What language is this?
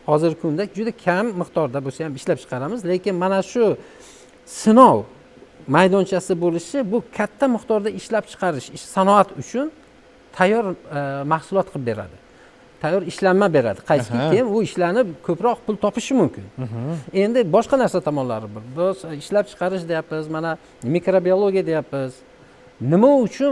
Uzbek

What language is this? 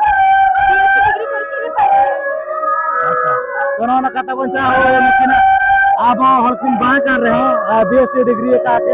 Santali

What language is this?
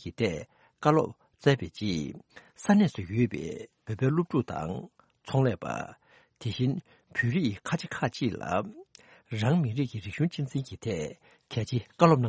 Tibetan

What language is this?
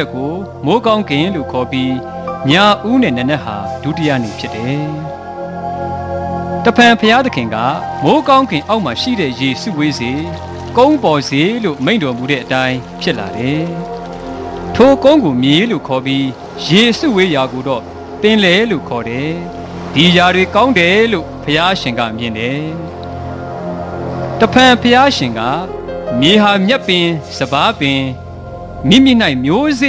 Burmese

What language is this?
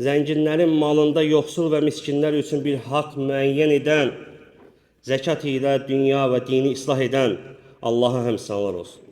Azerbaijani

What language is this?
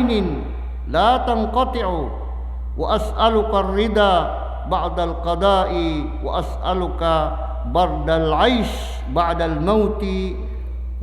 Maranao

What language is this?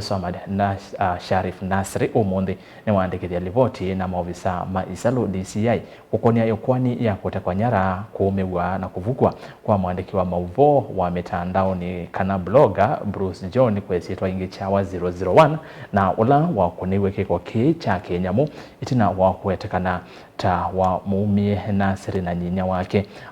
Kamba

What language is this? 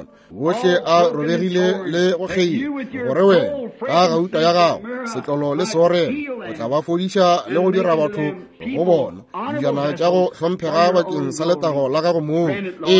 Northern Sotho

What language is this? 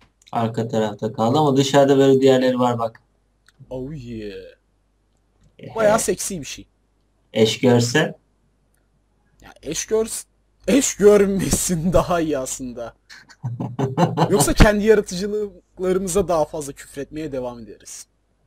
Turkish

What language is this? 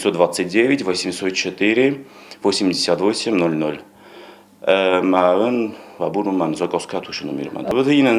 Ossetic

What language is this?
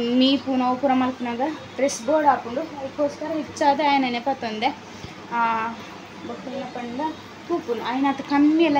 Tulu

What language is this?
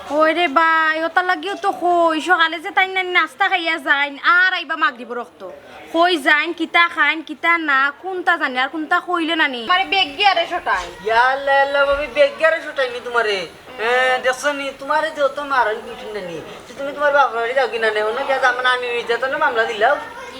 Sylheti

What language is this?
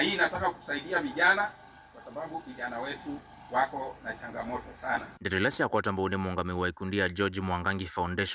Kamba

